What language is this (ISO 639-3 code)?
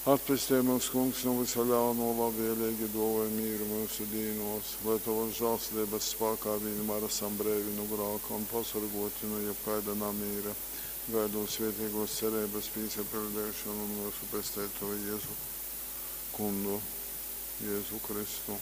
ltg